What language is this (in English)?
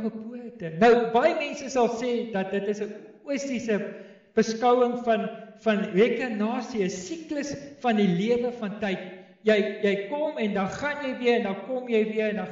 Afrikaans